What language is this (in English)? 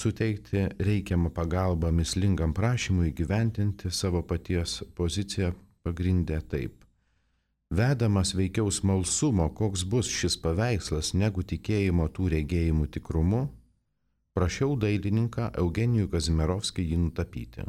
Lithuanian